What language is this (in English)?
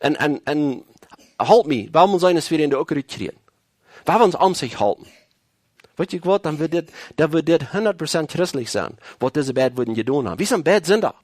Plautdietsch